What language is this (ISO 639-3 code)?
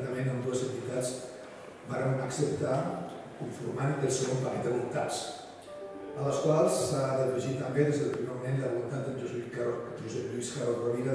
cat